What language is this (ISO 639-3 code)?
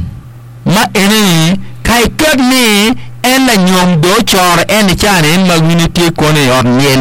ach